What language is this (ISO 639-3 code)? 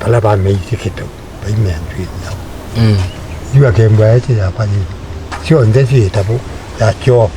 kam